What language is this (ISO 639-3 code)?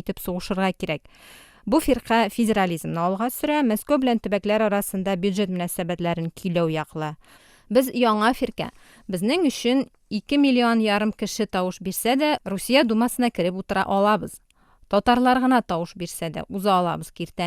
tat